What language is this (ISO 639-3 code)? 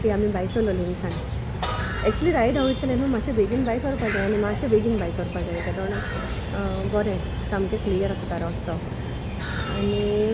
kok